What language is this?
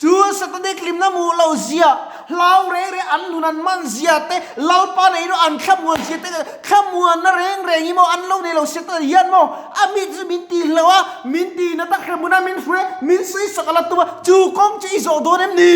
Mizo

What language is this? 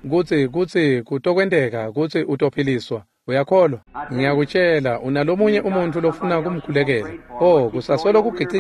Swati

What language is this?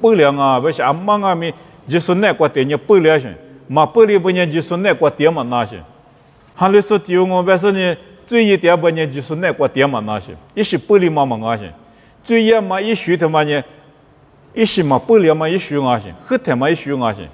Lisu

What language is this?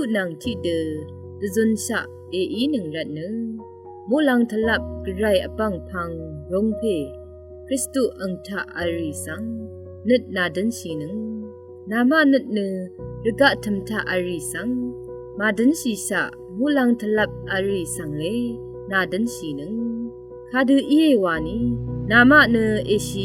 Rawang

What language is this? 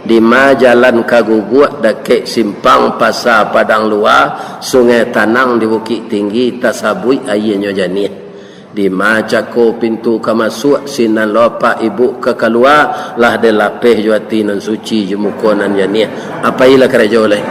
Minangkabau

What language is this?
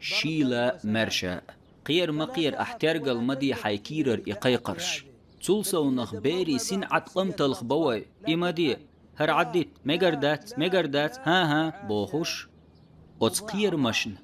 Chechen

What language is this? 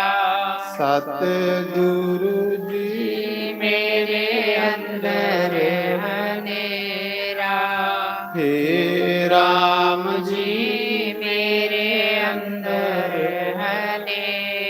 Dogri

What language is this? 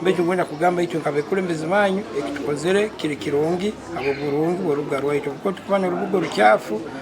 Nyankole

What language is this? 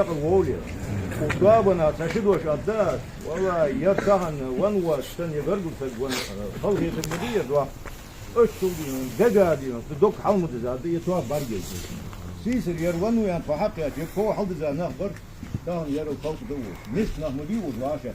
Ingush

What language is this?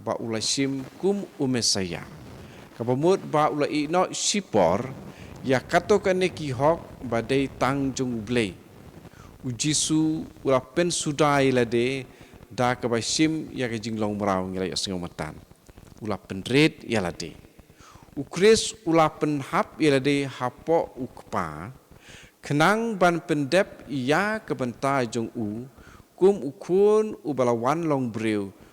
Khasi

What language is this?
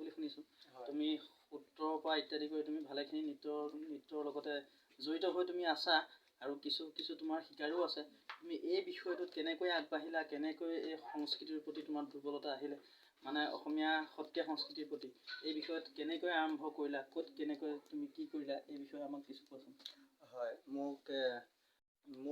Assamese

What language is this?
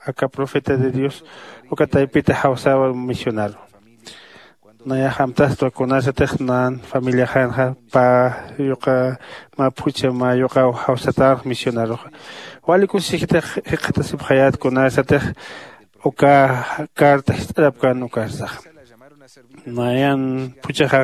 Aymara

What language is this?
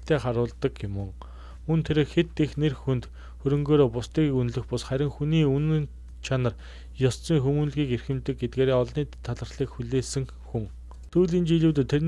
Mongolian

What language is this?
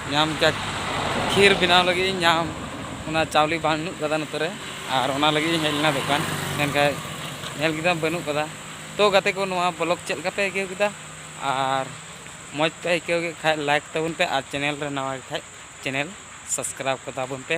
Santali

